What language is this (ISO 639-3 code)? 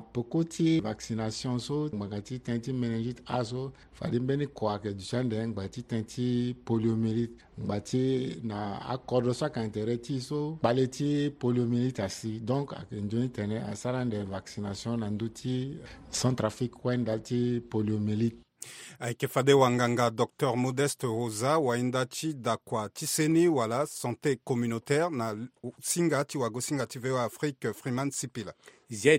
sag